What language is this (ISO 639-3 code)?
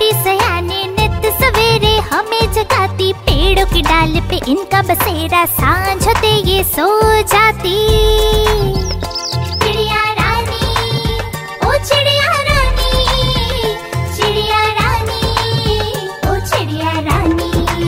hin